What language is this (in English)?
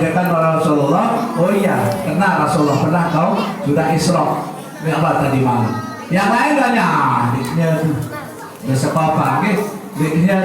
Sasak